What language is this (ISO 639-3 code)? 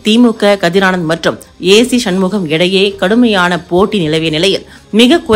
tam